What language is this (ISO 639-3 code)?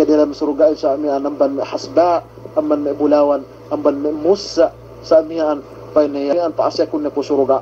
yka